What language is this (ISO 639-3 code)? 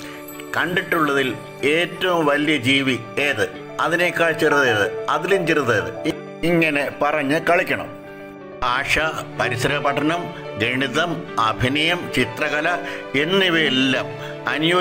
mal